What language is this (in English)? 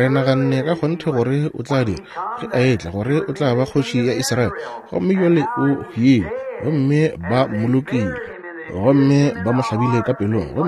Northern Sotho